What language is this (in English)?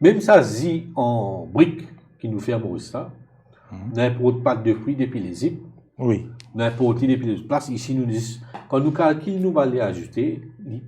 Morisyen